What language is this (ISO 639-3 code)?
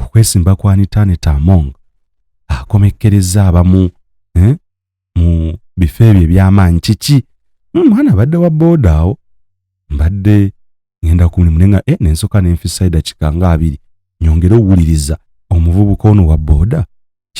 lug